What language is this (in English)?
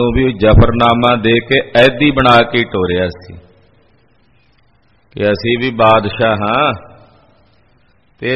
Punjabi